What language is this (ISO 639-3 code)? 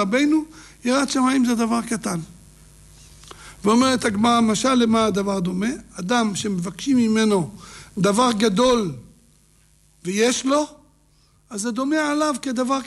heb